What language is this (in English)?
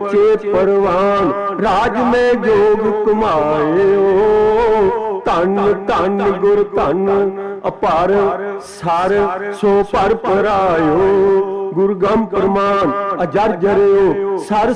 Punjabi